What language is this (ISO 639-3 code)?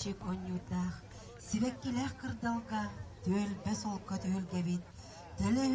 sah